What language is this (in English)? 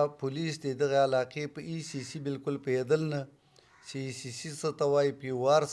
Pashto